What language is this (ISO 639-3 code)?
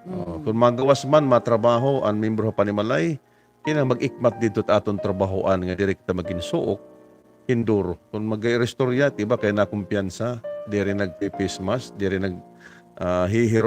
war